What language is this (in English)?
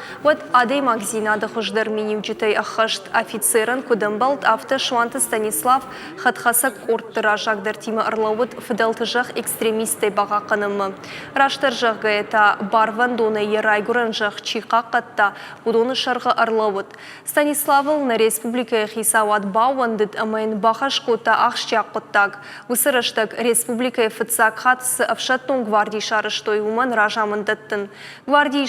Ossetic